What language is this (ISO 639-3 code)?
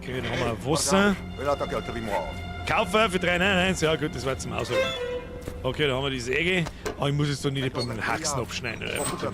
bar